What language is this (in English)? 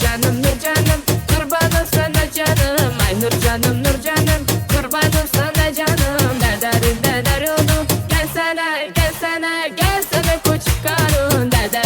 Turkmen